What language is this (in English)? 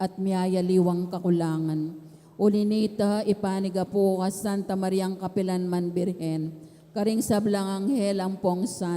Pampanga